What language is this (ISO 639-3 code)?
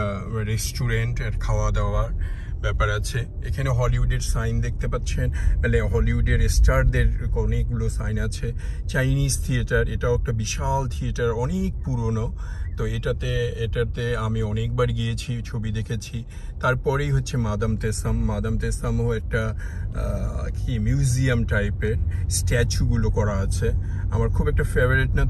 ben